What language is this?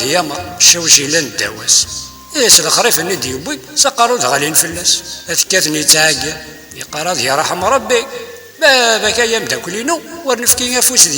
Kabyle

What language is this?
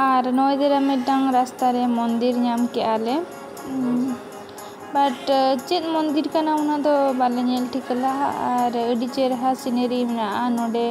Santali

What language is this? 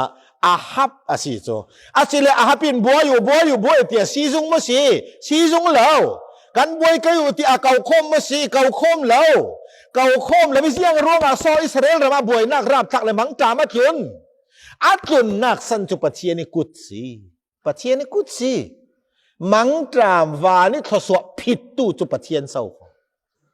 Falam Chin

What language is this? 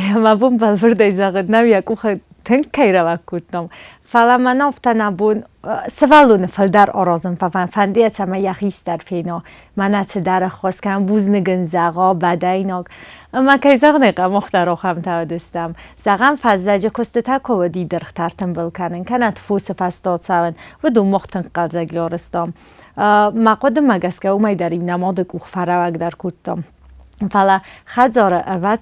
Ossetic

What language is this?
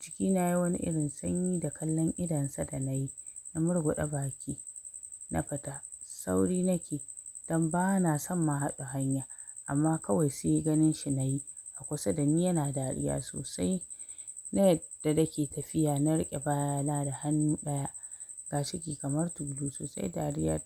Hausa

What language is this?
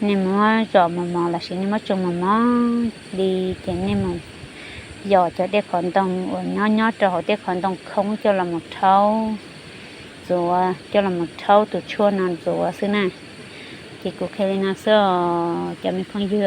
Hmong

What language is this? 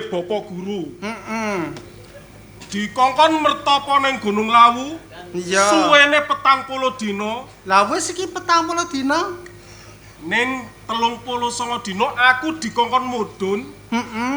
Javanese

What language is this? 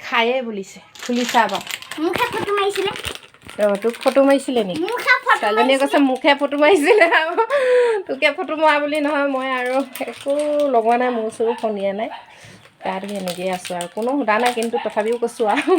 Assamese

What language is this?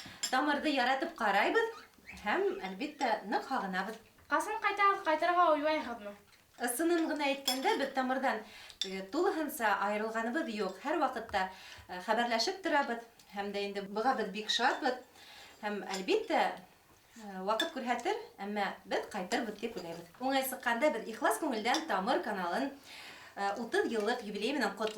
Bashkir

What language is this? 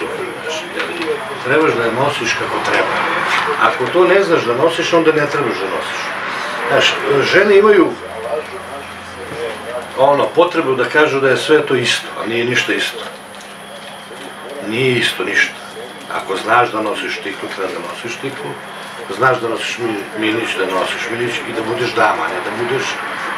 Serbian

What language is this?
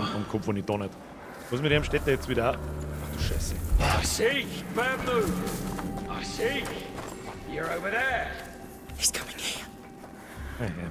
Bavarian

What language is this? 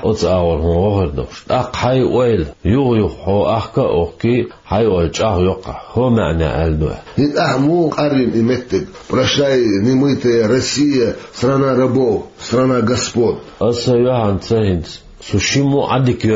Chechen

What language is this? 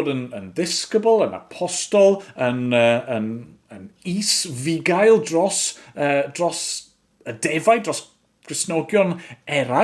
Welsh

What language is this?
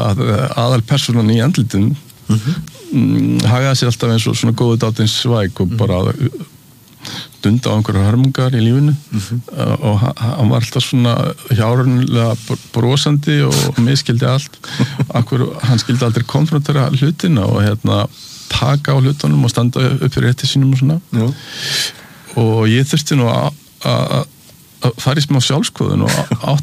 Icelandic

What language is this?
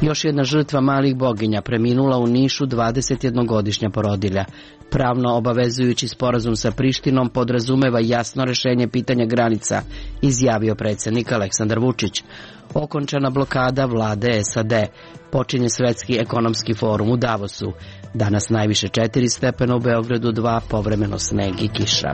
Serbian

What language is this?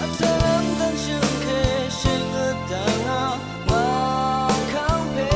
Rawang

